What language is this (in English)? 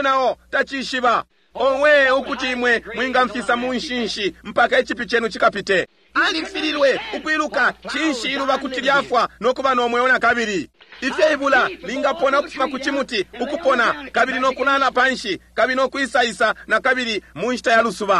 Bemba